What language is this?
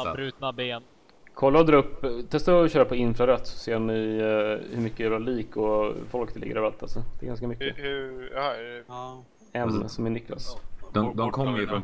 Swedish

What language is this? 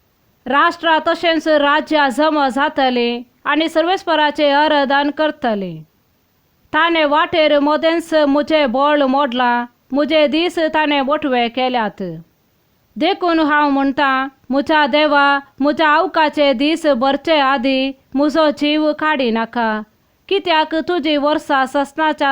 Konkani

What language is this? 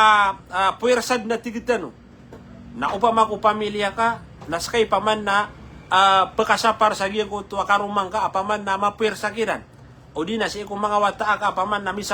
Maranao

